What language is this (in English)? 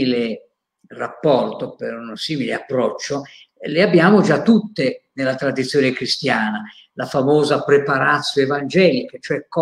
Italian